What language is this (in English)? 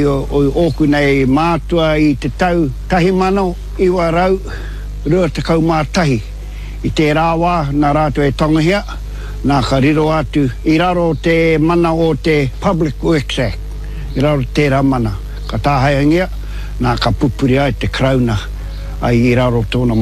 Māori